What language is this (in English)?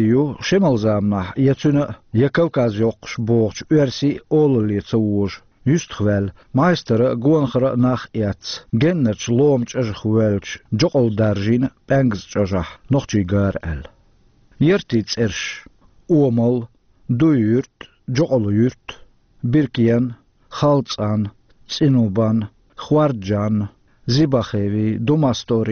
Chechen